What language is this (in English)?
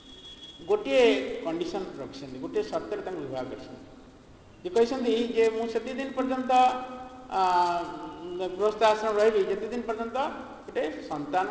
Odia